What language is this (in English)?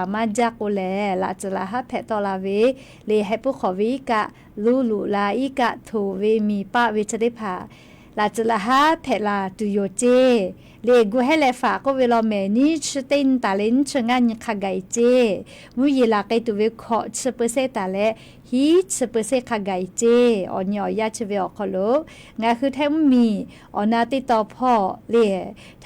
Lahu